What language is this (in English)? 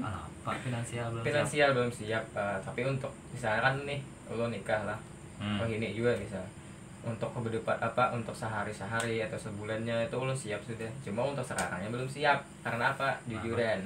Banjar